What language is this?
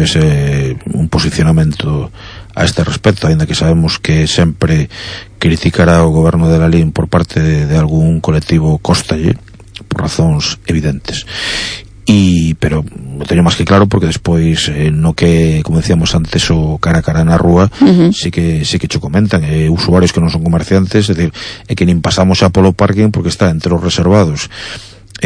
Galician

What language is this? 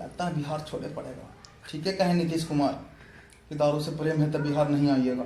Magahi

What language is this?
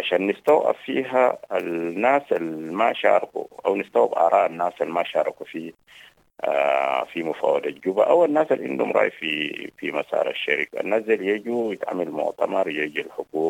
Sudanese Arabic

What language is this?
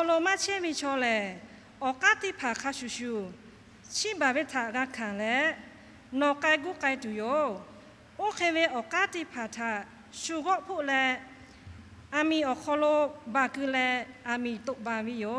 Lahu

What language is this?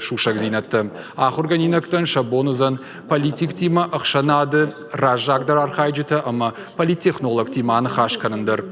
Ossetic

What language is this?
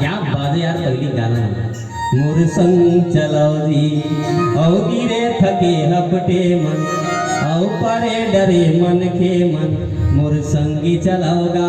Chhattisgarhi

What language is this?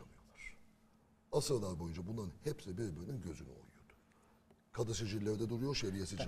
Turkish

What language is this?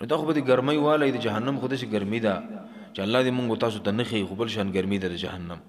Pashto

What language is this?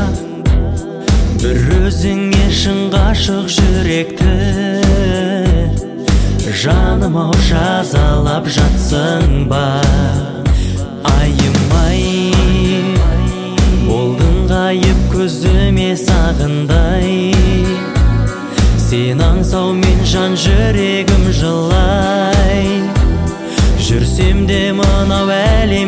Kazakh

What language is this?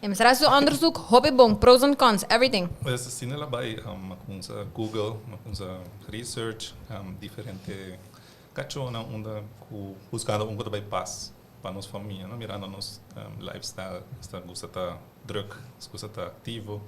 Papiamento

